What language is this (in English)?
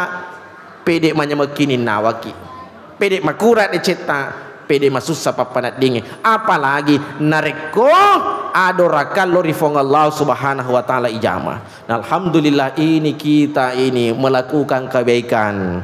Buginese